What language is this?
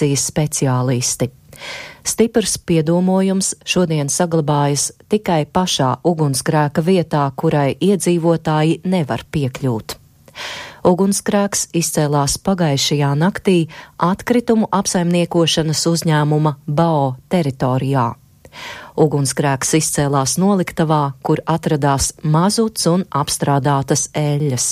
Latvian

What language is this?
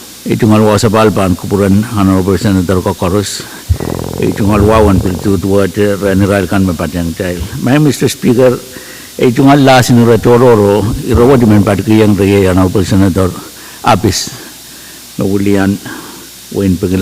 Pohnpeian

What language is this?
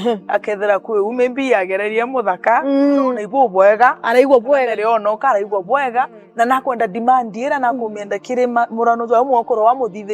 Meru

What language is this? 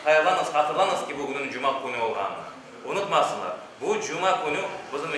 Crimean Tatar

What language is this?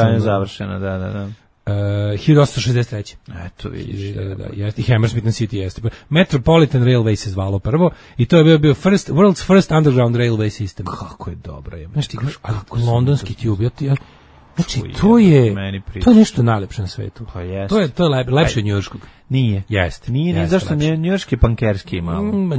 Serbian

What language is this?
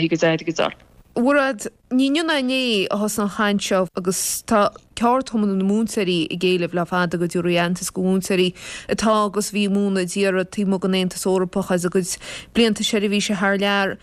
Irish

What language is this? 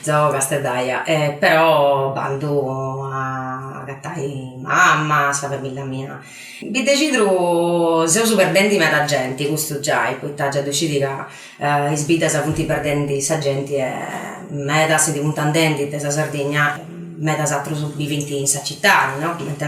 Sardinian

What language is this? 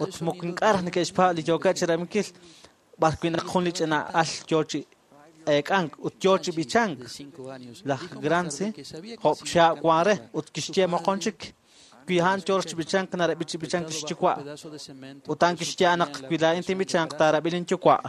Kekchí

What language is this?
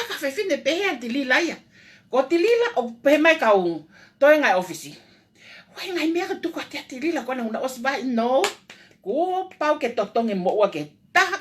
Tongan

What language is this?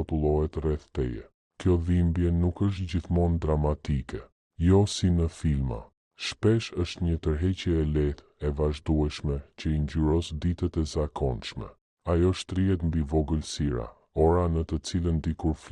Albanian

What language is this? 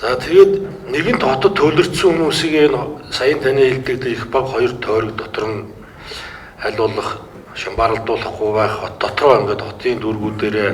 Mongolian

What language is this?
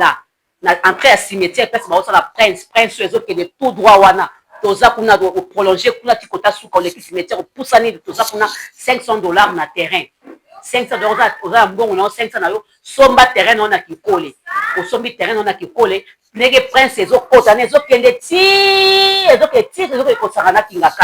Lingala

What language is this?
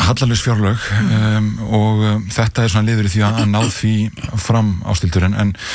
Icelandic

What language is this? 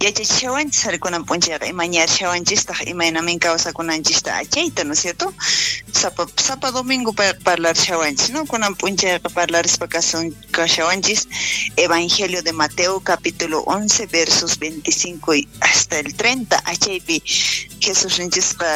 South Bolivian Quechua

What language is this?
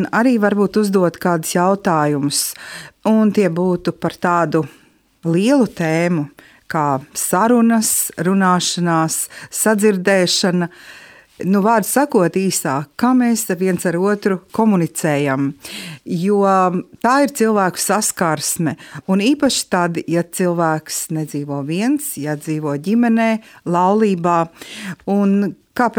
Latvian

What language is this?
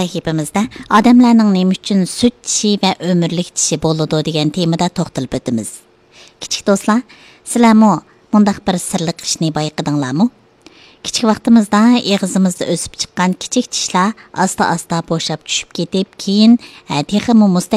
Uyghur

